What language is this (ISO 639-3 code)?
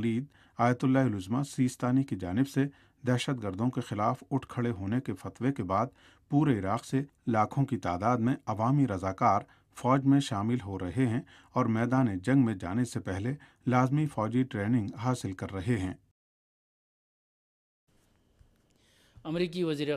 urd